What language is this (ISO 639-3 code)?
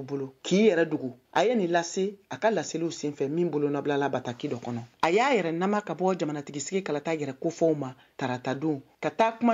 bam